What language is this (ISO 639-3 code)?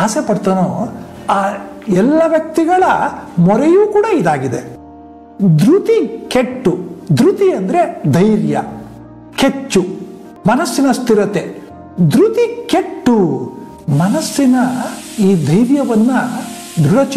kan